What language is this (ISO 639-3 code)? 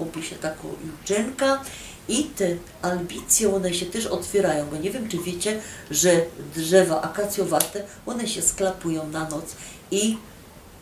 szl